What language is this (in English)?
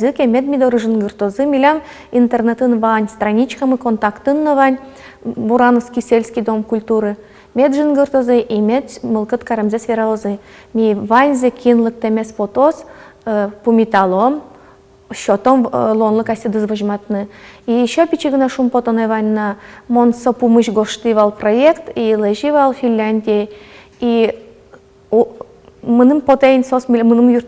Udmurt